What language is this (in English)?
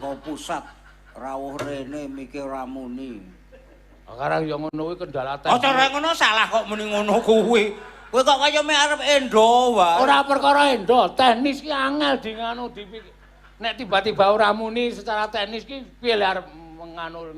Javanese